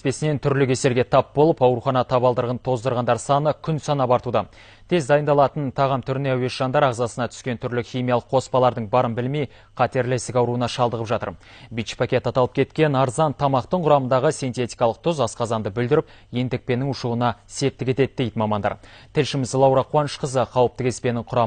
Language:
Kazakh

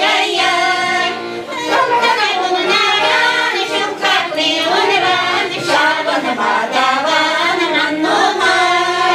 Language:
Chuvash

